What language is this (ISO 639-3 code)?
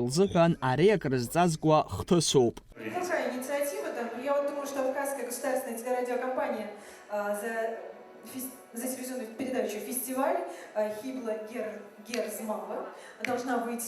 abk